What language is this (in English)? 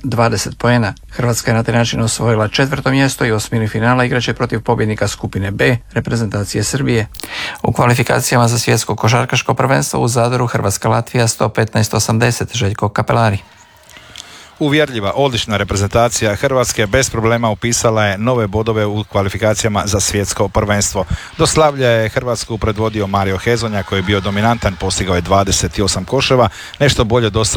Croatian